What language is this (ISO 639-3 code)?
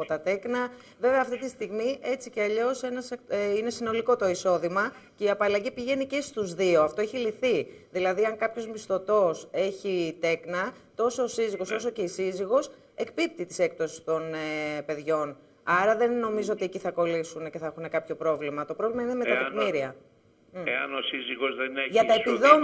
ell